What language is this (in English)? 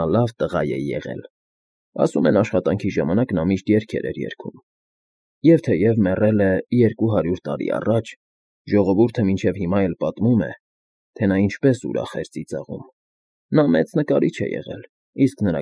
Armenian